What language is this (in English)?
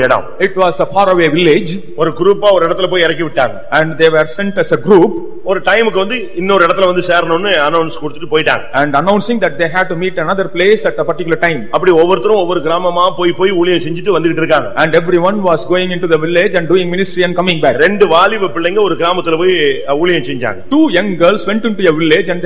Tamil